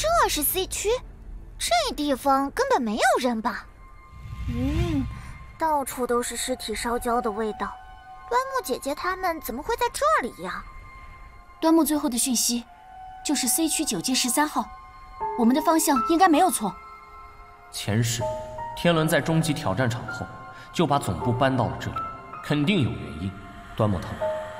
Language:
Chinese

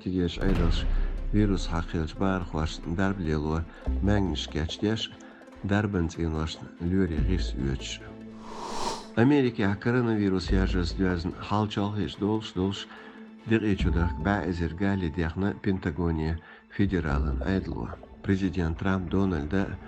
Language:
Chechen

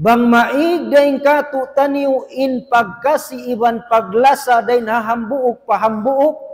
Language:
Tausug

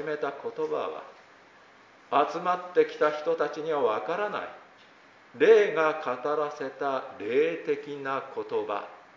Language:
Japanese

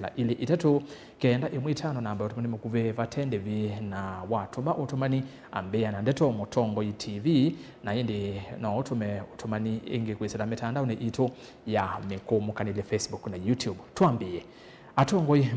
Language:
Kamba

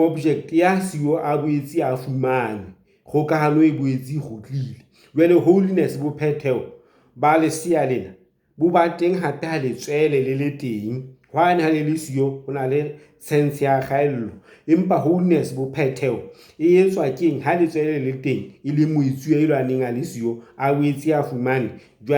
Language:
Southern Sotho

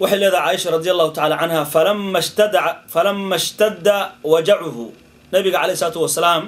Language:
Somali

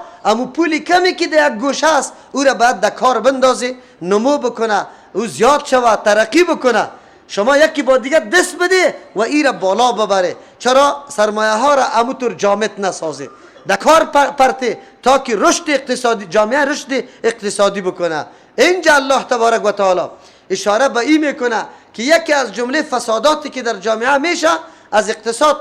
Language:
Persian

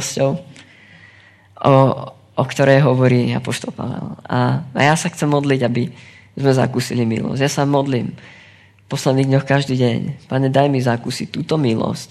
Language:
Slovak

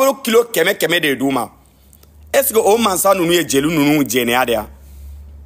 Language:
Bambara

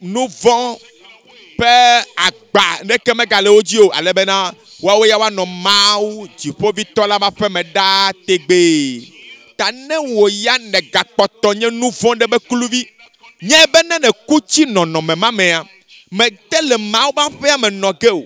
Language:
Ewe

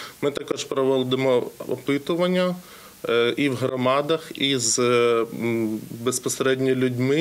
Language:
Ukrainian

